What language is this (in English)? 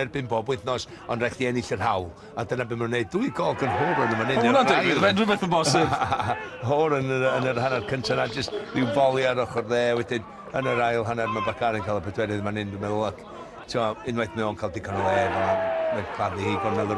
Welsh